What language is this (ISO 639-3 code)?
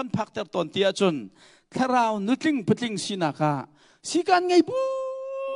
cnh